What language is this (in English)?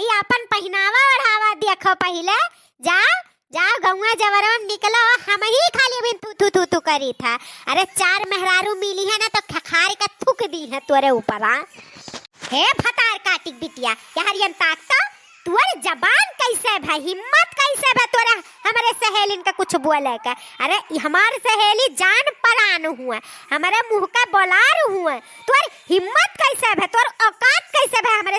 Awadhi